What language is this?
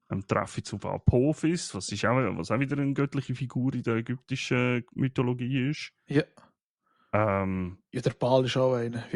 Swiss German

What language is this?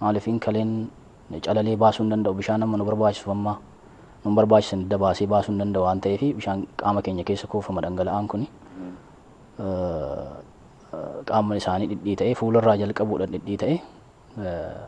Oromo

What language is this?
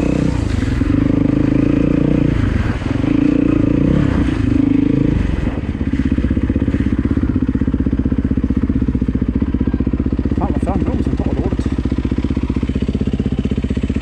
Swedish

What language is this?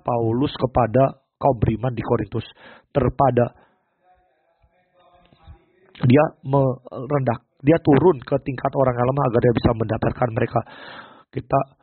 Indonesian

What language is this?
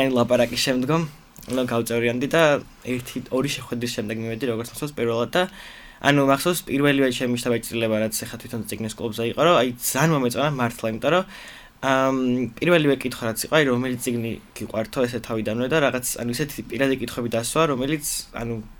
Georgian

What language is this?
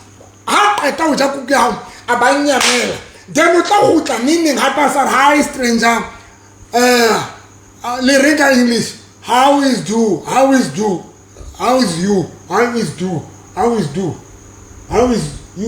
Southern Sotho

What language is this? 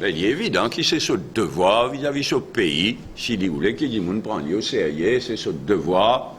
Morisyen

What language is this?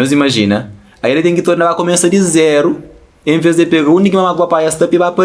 Kabuverdianu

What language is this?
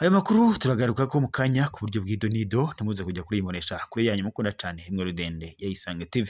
Rundi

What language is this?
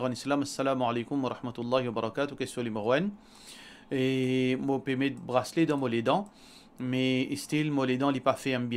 Morisyen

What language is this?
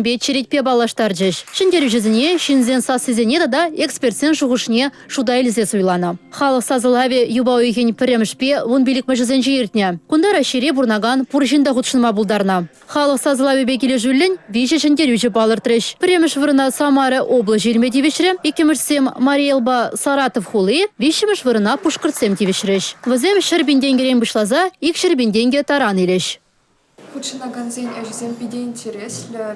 Chuvash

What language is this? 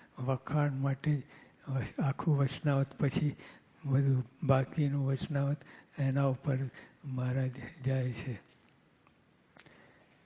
Gujarati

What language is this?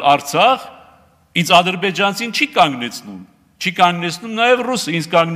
Armenian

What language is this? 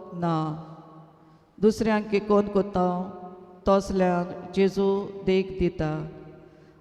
Konkani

